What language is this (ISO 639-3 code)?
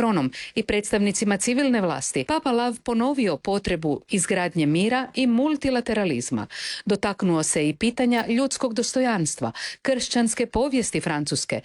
hrv